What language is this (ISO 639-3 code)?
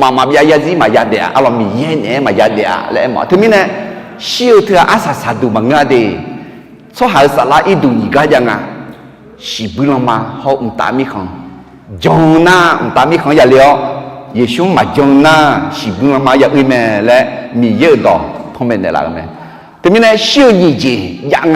ahk